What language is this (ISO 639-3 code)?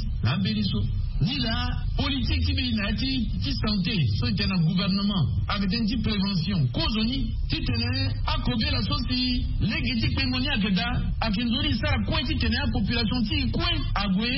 sag